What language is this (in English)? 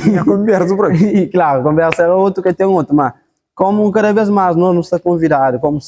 Kabuverdianu